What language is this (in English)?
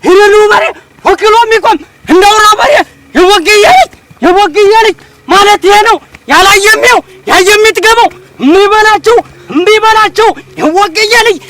Amharic